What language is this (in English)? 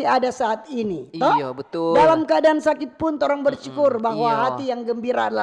Manado Malay